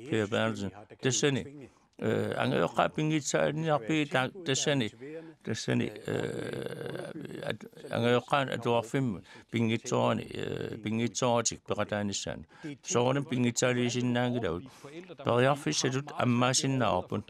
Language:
Kalaallisut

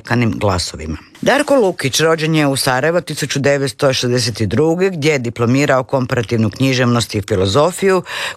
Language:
Croatian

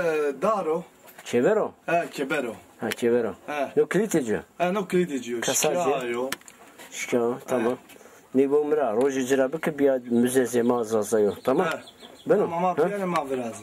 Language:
Zaza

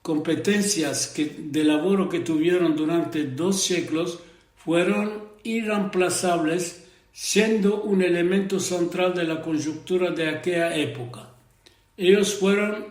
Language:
Ladino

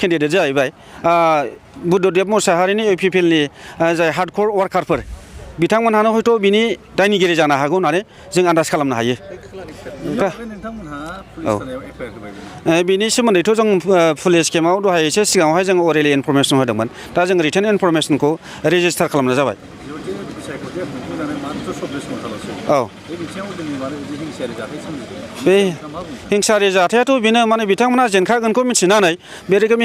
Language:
Bodo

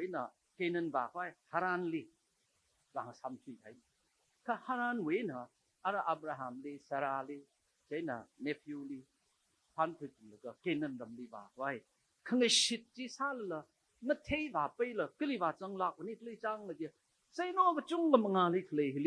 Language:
Tangkhul Naga (India)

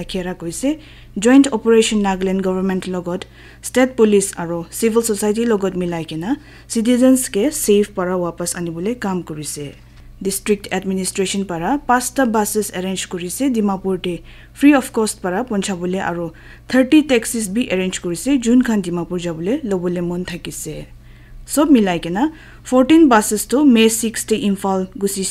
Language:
Naga Pidgin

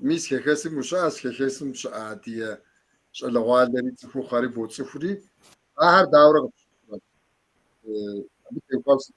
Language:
Kabardian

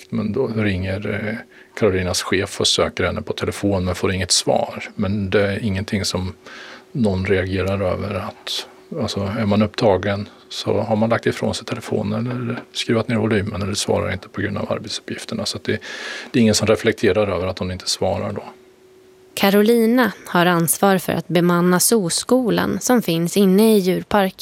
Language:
Swedish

